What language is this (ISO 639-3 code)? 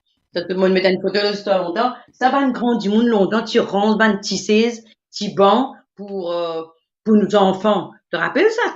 mfe